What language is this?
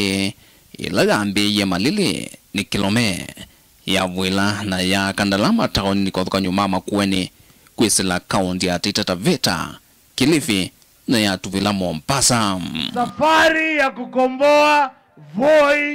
Kamba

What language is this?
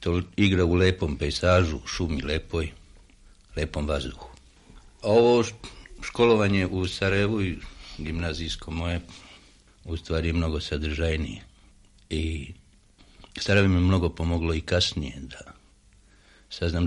Serbian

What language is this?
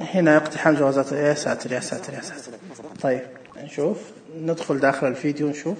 Najdi Arabic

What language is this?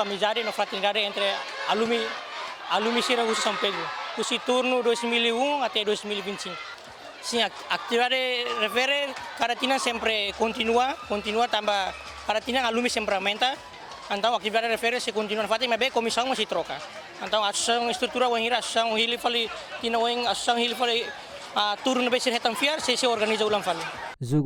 Tetum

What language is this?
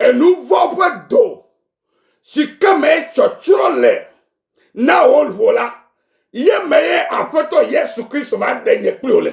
Ewe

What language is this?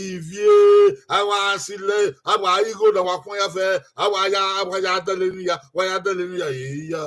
Bini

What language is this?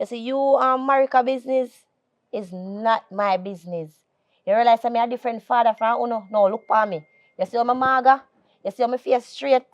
Jamaican Creole English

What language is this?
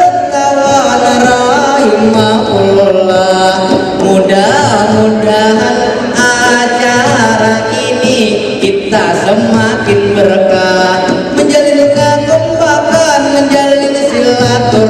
Banjar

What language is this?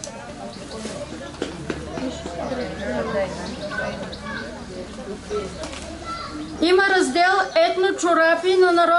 Bulgarian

